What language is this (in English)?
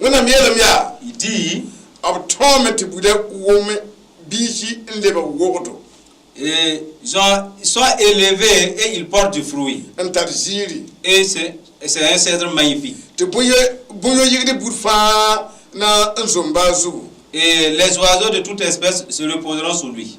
Mossi